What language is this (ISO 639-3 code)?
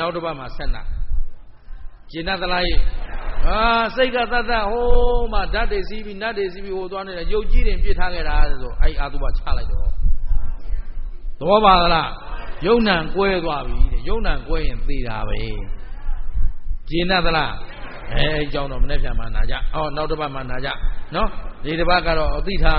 mya